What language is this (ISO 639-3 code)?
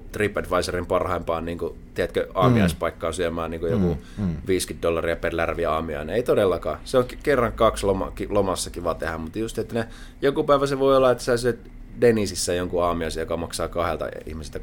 fin